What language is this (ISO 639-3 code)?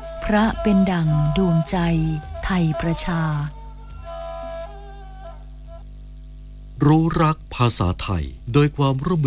tha